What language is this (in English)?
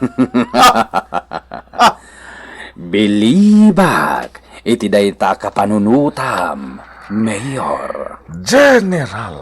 Iloko